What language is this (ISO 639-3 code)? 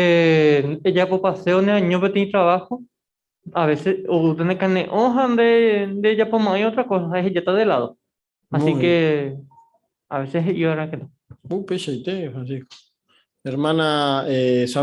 grn